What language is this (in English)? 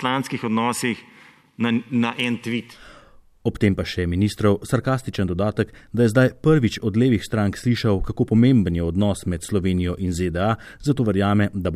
Slovenian